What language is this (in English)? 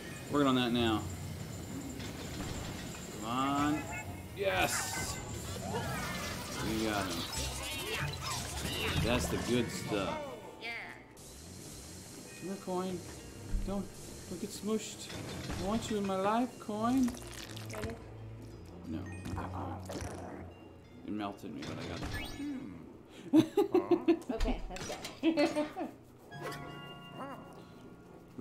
English